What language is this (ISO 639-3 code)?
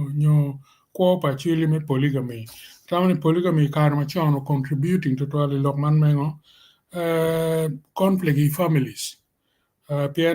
ach